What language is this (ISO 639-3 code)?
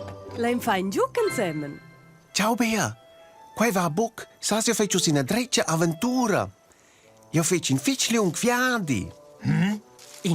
roh